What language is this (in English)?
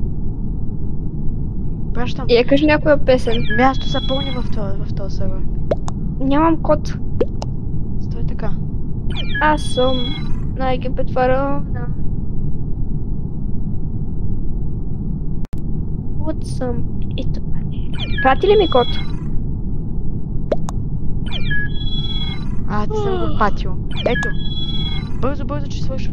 Bulgarian